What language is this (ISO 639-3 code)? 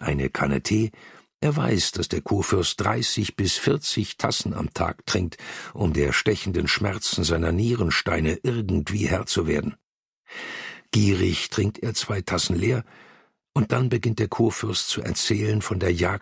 deu